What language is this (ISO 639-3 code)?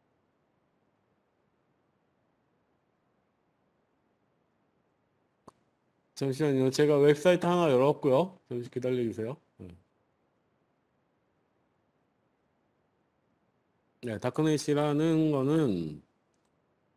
kor